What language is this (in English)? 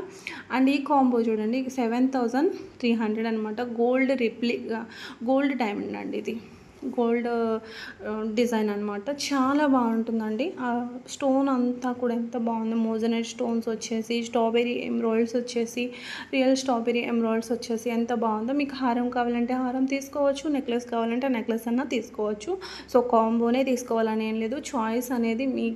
Telugu